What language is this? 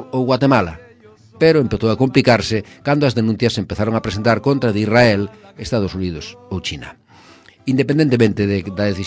Galician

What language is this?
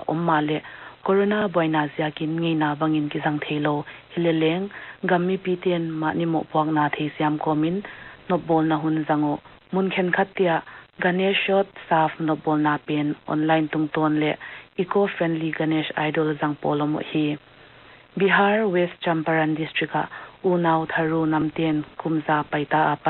Paite Chin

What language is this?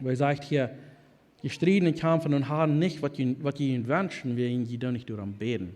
Plautdietsch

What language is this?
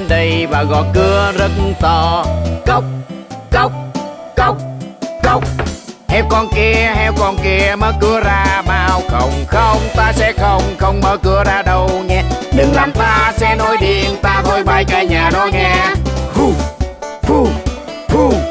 Vietnamese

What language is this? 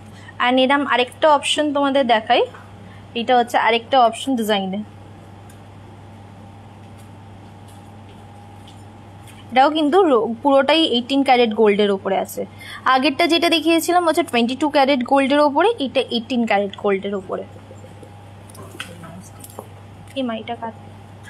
Bangla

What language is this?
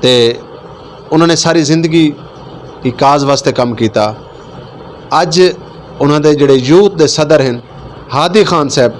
Western Panjabi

